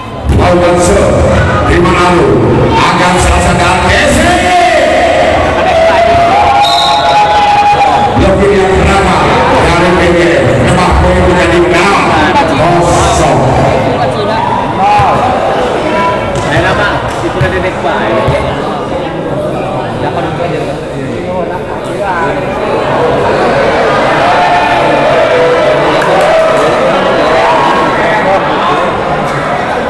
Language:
Indonesian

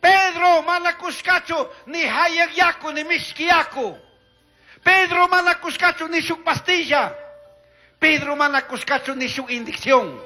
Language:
Chimborazo Highland Quichua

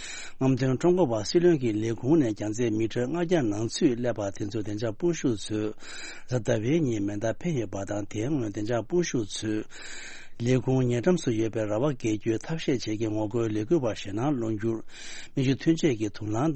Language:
Tibetan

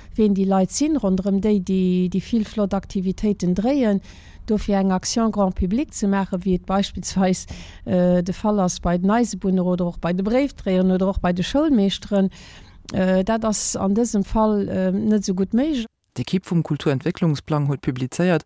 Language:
Luxembourgish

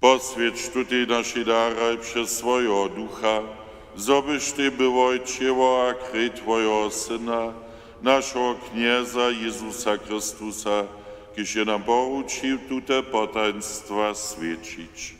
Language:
Upper Sorbian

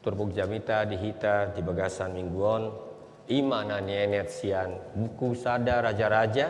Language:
Batak Toba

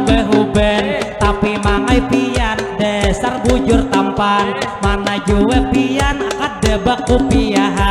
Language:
Banjar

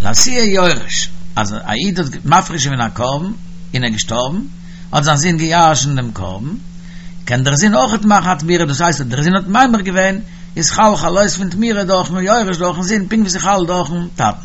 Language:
Yiddish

